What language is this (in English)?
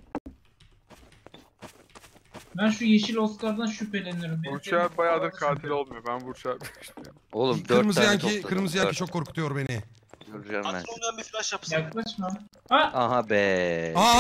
Turkish